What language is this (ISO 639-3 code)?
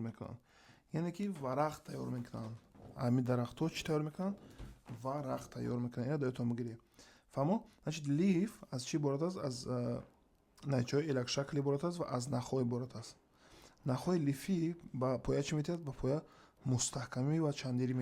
tgk